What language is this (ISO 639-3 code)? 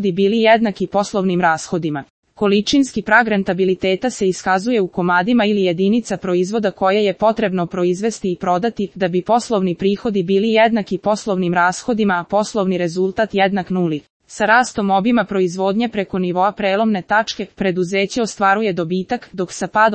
srp